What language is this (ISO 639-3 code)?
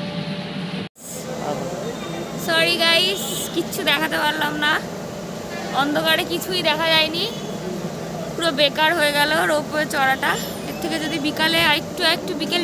ben